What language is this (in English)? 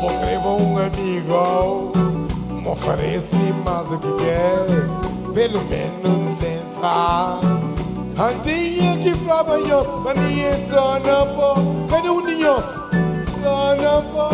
Kabuverdianu